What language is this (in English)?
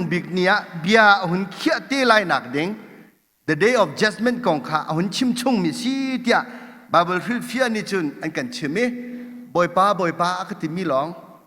Hakha Chin